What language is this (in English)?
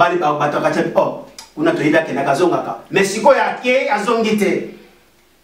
Lingala